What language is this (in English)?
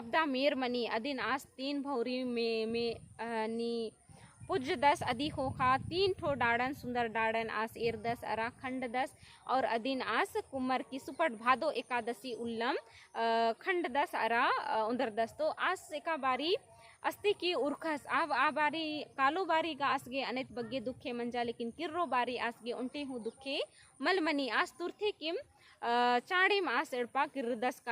Kurukh